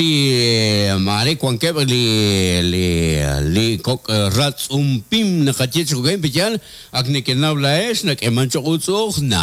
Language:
Kekchí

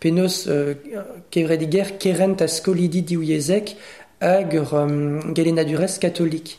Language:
Breton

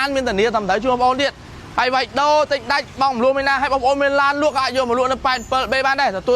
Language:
Khmer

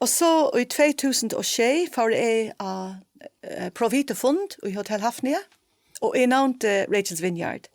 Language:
Faroese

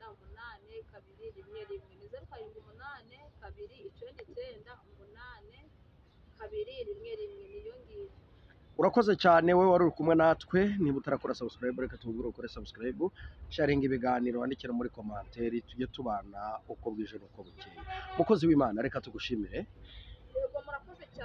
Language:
Kinyarwanda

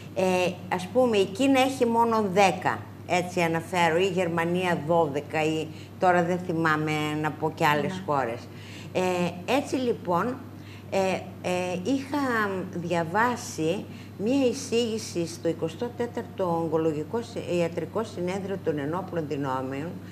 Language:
Greek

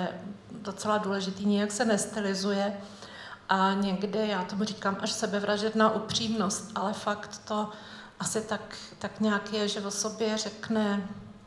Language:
Czech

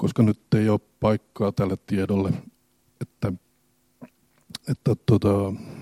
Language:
Finnish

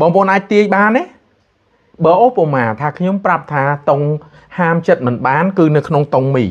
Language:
Khmer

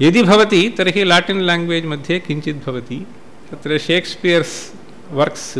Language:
Sanskrit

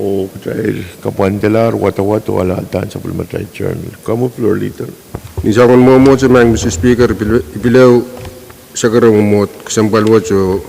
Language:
Pohnpeian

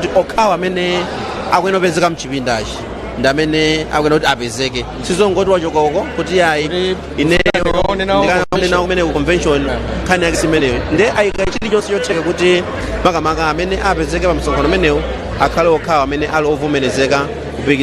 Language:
Nyanja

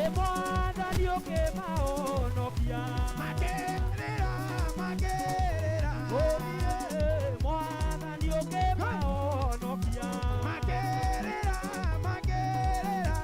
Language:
Kikuyu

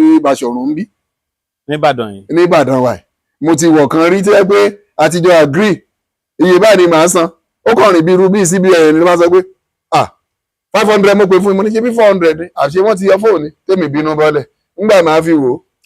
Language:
Yoruba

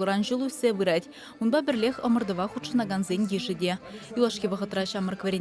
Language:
Chuvash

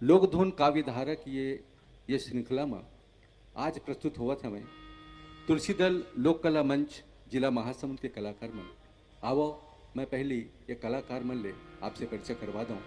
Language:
Chhattisgarhi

